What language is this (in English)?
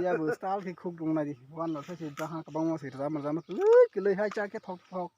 Kok Borok